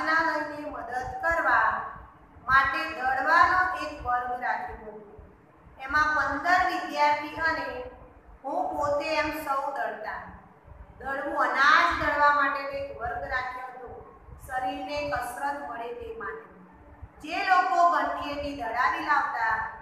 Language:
Gujarati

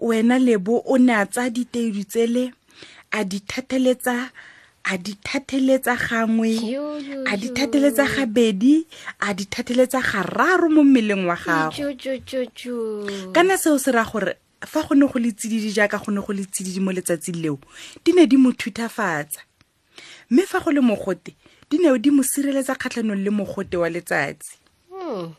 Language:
Tswana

